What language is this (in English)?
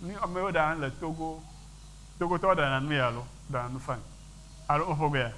Ewe